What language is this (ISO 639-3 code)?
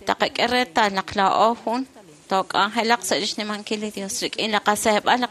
kek